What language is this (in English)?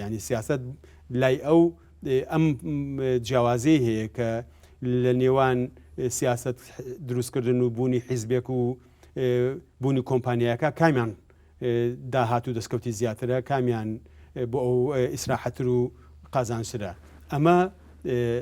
Central Kurdish